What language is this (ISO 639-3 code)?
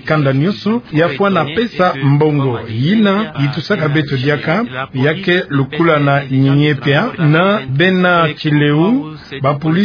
ktu